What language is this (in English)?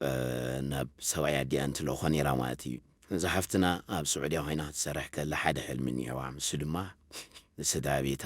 Tigrinya